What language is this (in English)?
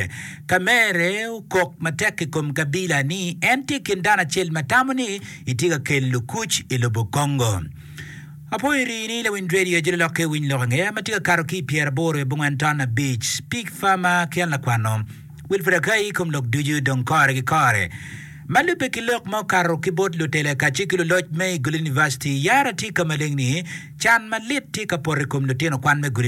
Acoli